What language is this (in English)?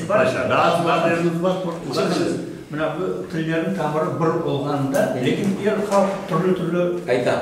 Crimean Tatar